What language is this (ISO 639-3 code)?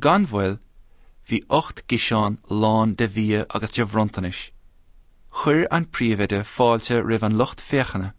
gle